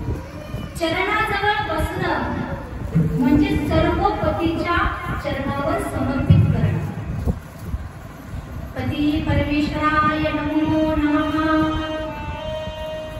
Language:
Marathi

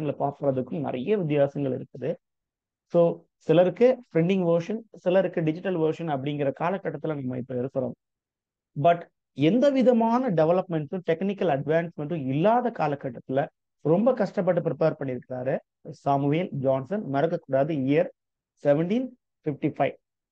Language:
Tamil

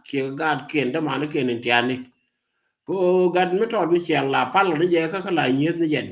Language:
Nuer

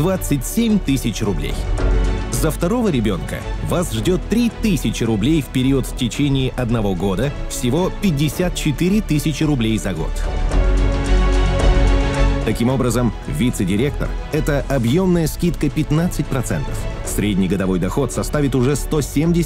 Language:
Russian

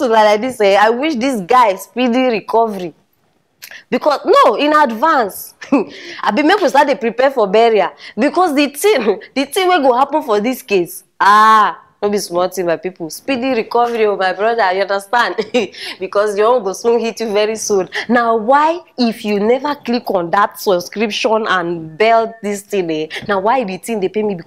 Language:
Nigerian Pidgin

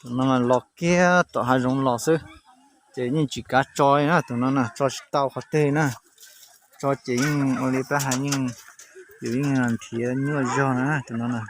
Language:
Hmong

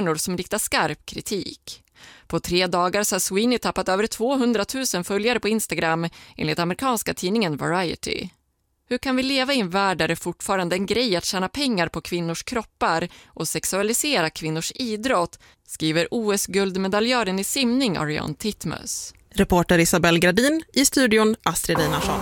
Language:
Swedish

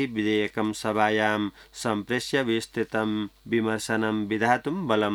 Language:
Sanskrit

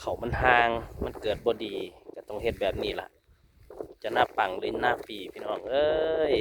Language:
Lao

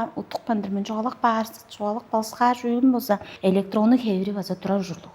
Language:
Tuvinian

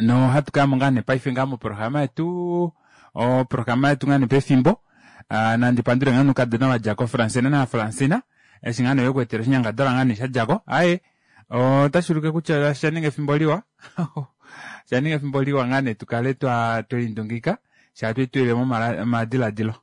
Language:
Kuanyama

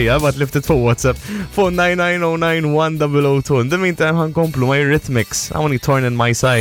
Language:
Maltese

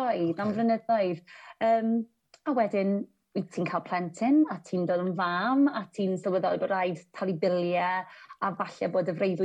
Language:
Welsh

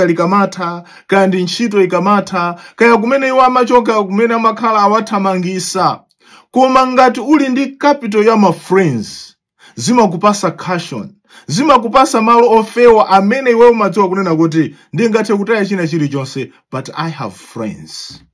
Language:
Nyanja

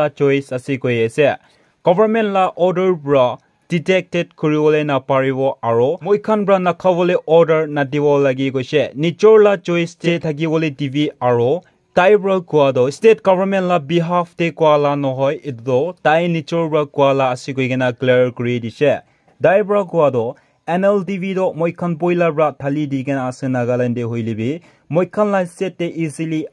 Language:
Naga Pidgin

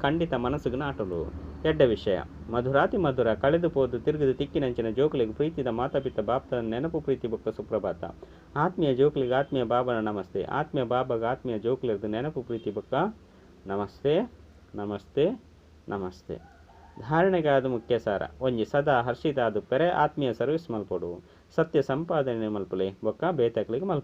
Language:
Tulu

